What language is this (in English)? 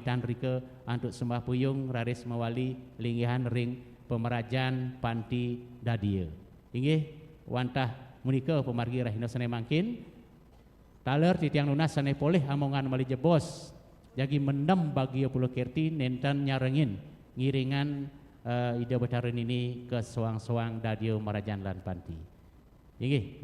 Balinese